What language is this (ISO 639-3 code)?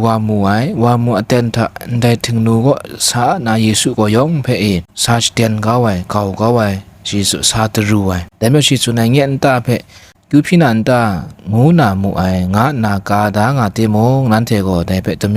kac